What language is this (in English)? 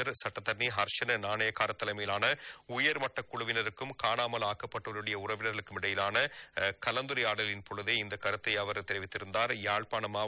Tamil